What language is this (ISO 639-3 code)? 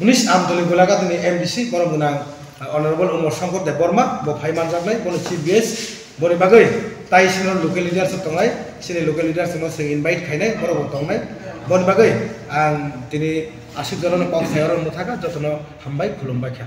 trp